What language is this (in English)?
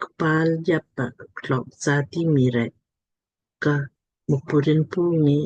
Lamkang